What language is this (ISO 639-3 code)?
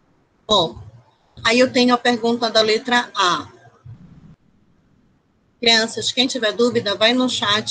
por